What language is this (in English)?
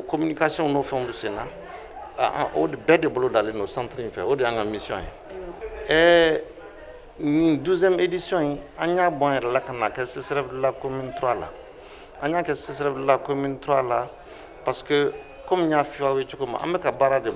Bambara